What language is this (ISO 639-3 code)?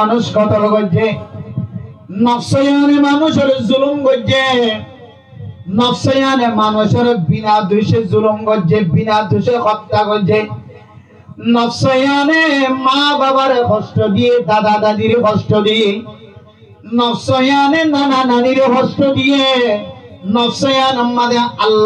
rhg